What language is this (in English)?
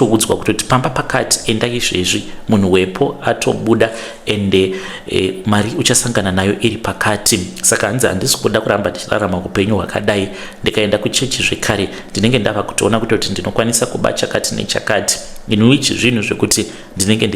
Shona